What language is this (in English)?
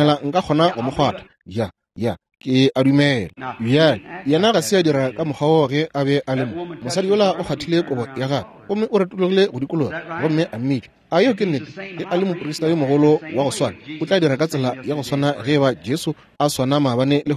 Northern Sotho